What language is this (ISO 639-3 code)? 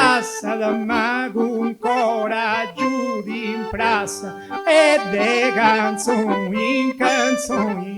srd